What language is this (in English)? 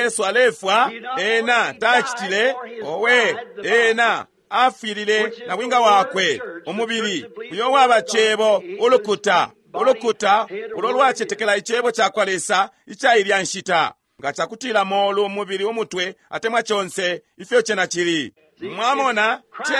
Bemba